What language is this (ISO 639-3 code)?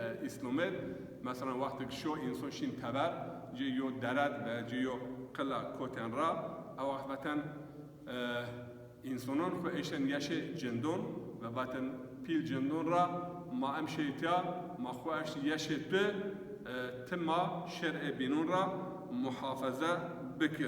zza